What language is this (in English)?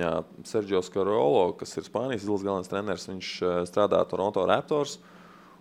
Latvian